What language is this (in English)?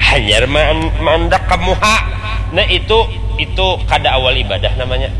Banjar